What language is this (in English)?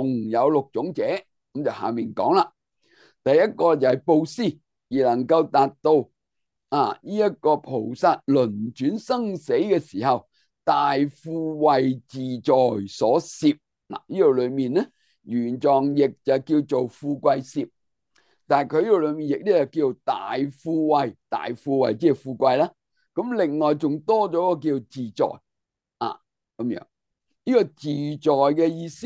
Cantonese